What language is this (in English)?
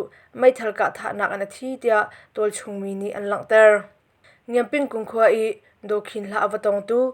Hakha Chin